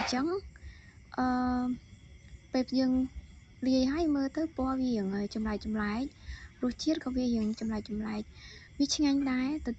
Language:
Khmer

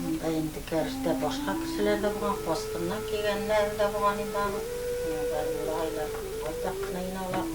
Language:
Bashkir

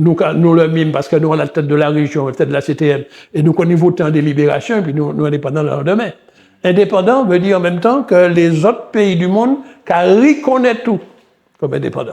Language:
Guadeloupean Creole French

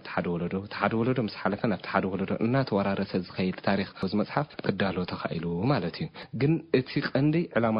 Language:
Tigrinya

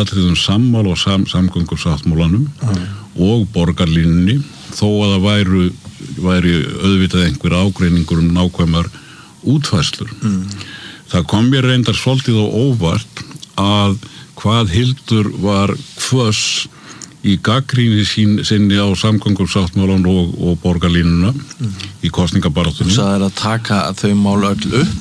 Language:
Icelandic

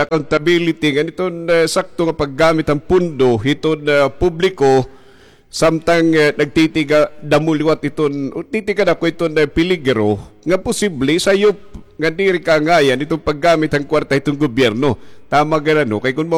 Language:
Waray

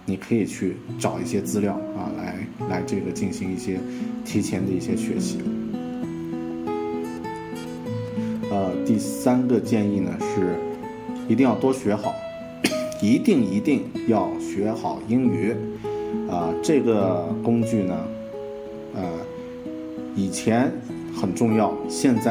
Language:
Chinese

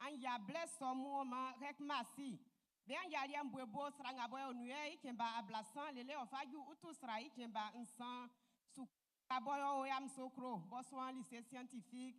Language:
Baoulé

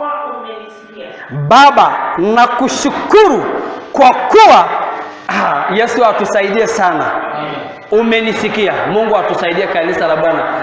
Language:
Swahili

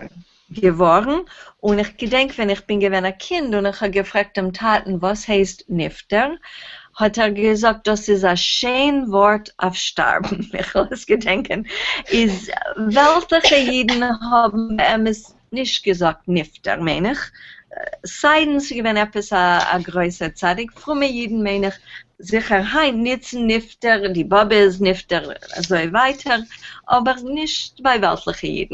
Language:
Yiddish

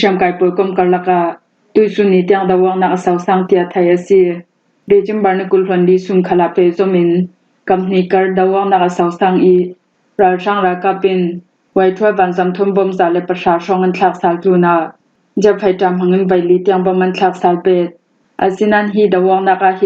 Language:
Falam Chin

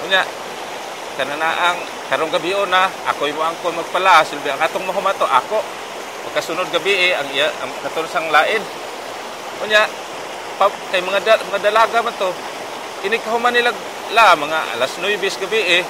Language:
Cebuano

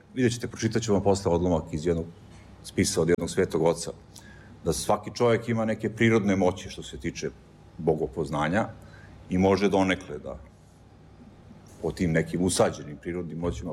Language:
Serbian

